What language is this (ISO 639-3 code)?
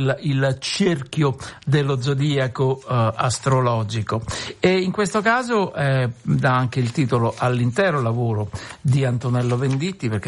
ita